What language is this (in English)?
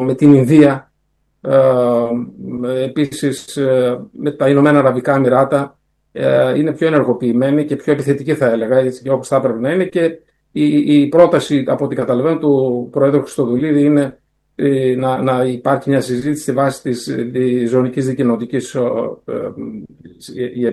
Greek